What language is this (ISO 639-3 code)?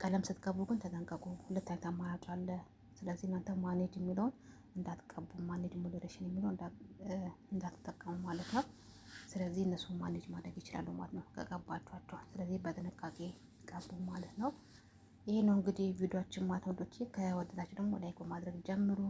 amh